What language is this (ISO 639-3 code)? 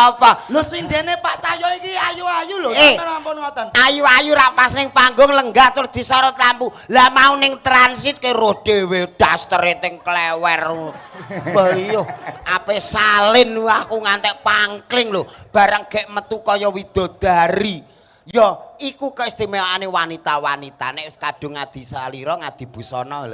jav